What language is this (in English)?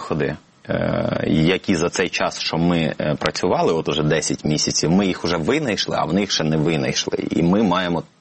Ukrainian